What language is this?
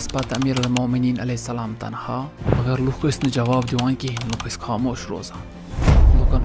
Kashmiri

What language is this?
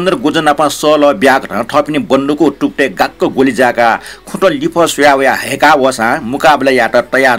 Newari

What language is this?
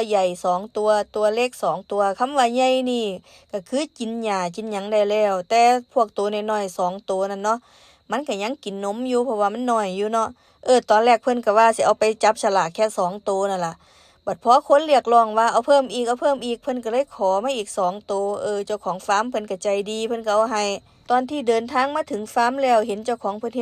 Lao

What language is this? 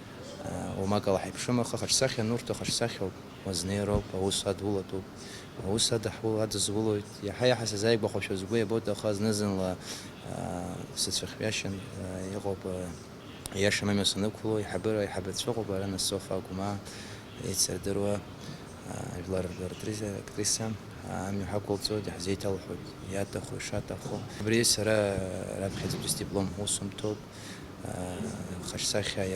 Abkhazian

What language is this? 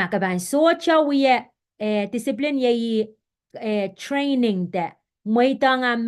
Pohnpeian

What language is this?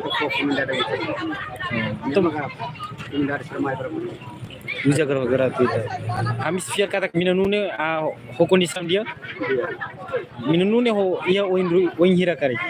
Tetum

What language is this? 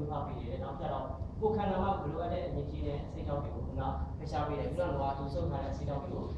Burmese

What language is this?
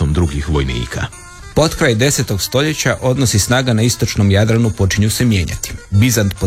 Croatian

